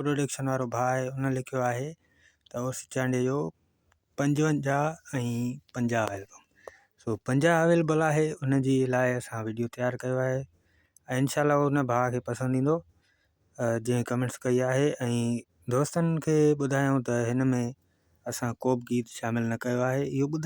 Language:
Sindhi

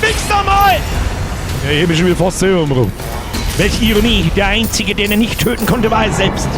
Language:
Bavarian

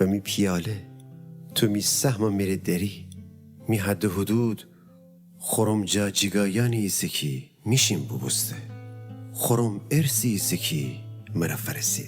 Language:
Gilaki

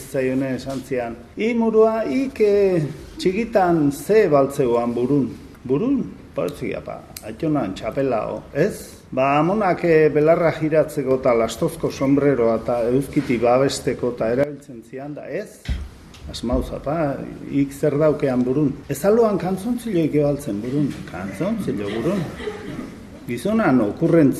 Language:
Basque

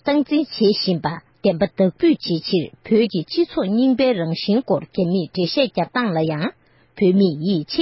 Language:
Tibetan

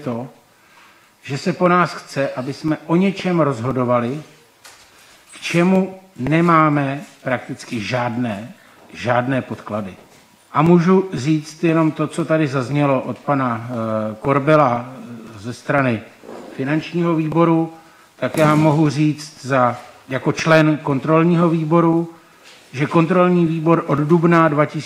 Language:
Czech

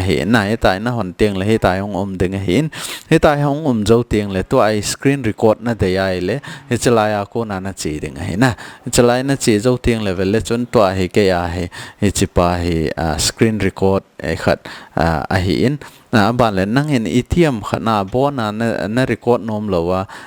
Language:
Thado Chin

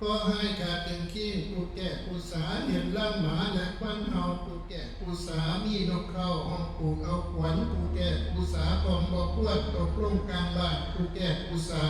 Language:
Northeastern Thai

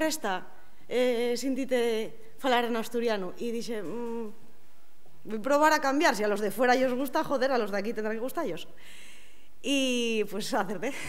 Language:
Asturian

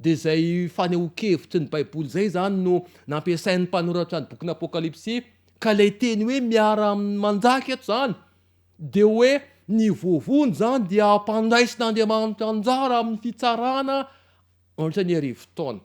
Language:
Malagasy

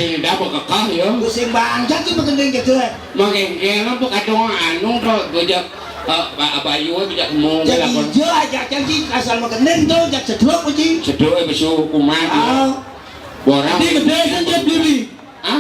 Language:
Balinese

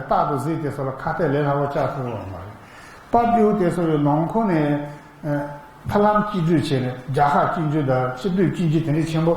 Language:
Tibetan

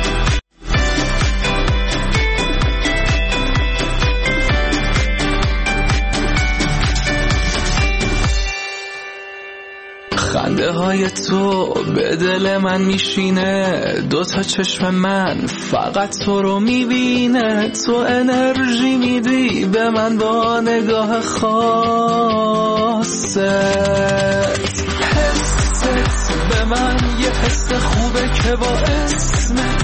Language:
Persian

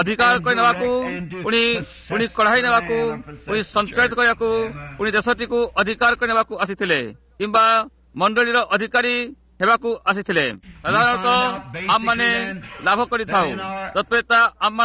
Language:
Odia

